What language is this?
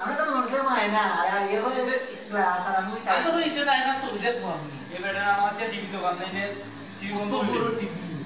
Sylheti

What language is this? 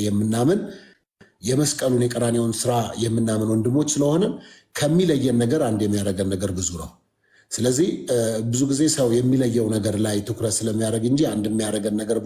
Amharic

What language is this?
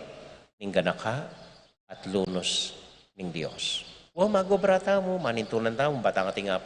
Pampanga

